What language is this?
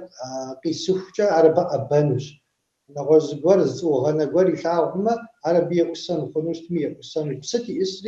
Kabardian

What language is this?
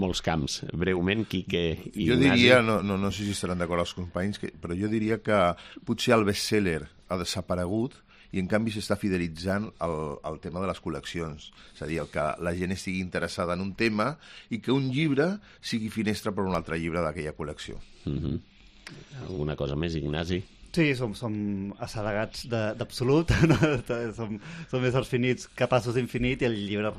Catalan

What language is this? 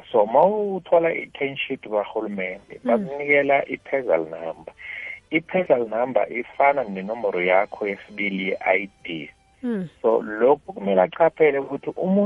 South Ndebele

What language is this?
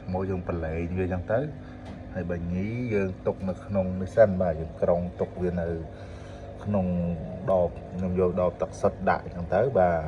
Khmer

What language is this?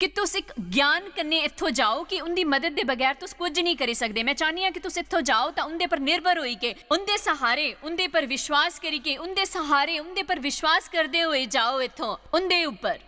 Dogri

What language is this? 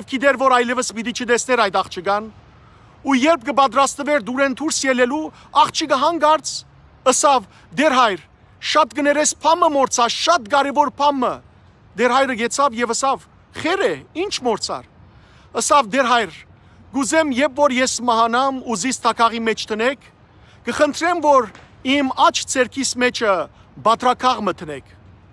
Western Armenian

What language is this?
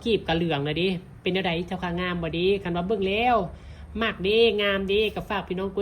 Northeastern Thai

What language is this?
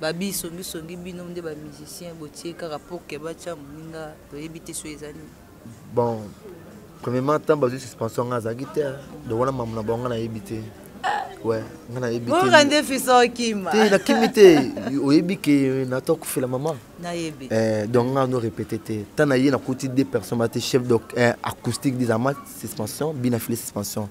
Lingala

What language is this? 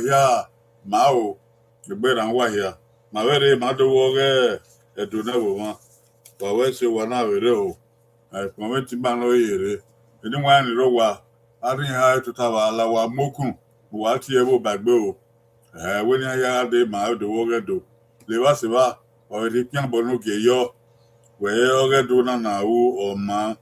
Bini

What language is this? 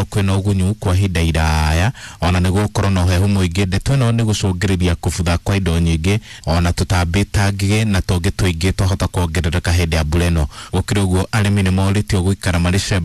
Kikuyu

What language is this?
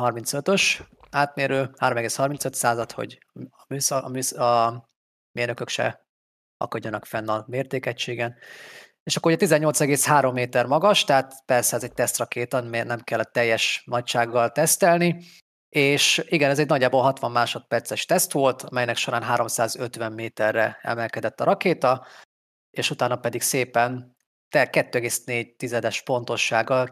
Hungarian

